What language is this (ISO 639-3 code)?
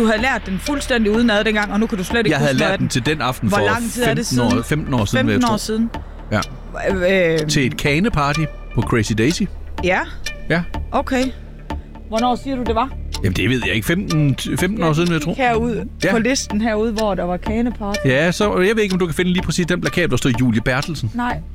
dan